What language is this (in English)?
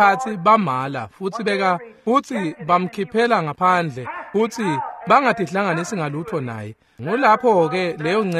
Swati